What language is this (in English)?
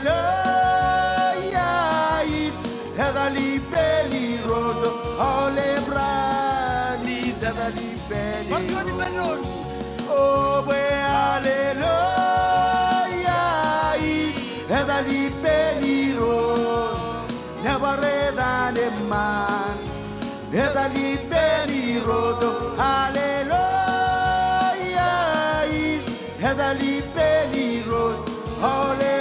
Marshallese